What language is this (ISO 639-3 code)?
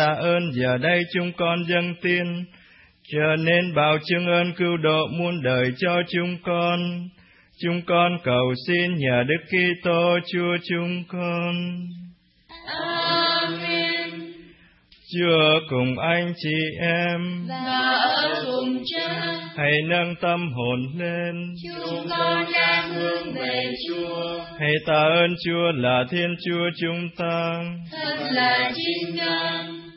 vie